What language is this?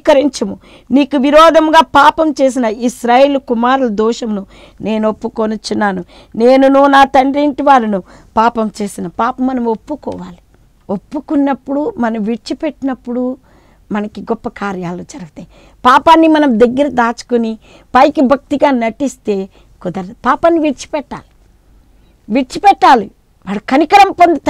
Telugu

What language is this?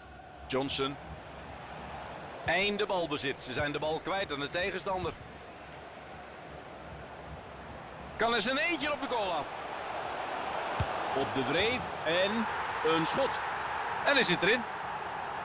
Dutch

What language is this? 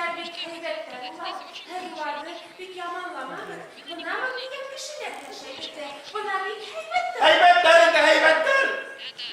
Bashkir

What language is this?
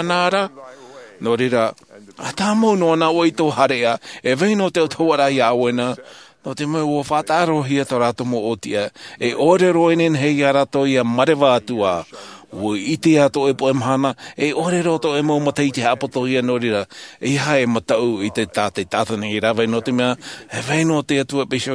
Tahitian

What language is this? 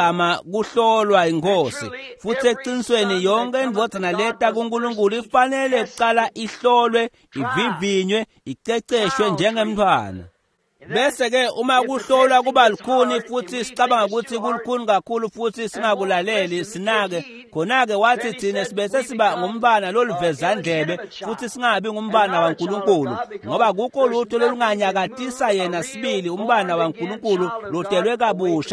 Swati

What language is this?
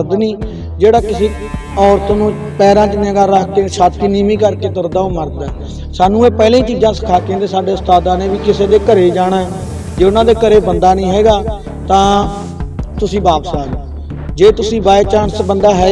Punjabi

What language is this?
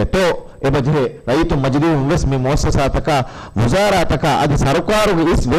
Divehi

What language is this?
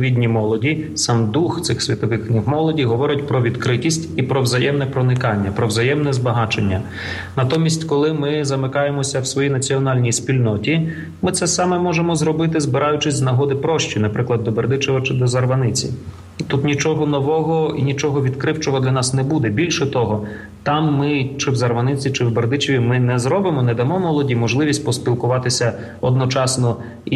Ukrainian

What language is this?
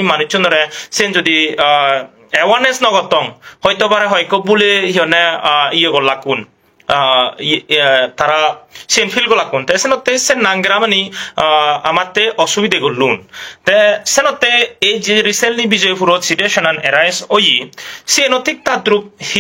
Chakma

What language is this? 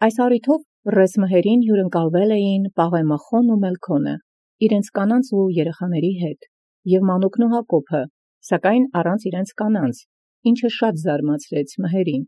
Armenian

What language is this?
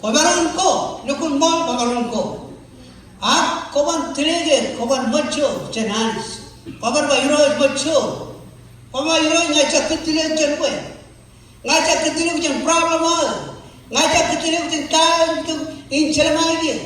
Marshallese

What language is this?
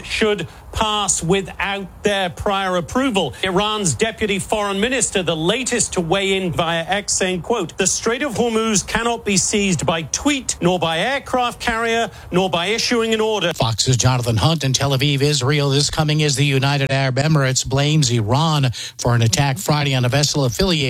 English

